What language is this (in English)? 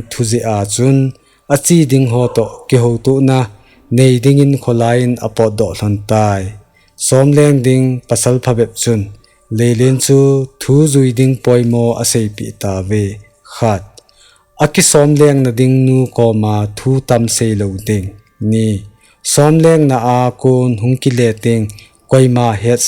Thado Chin